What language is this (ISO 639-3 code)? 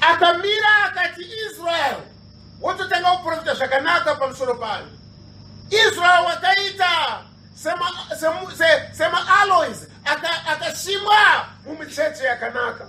sna